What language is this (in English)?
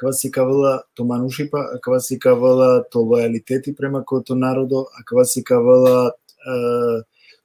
Balkan Romani